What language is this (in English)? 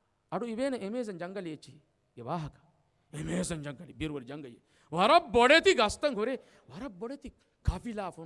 Divehi